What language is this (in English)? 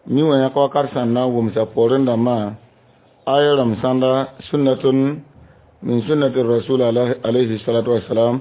Mossi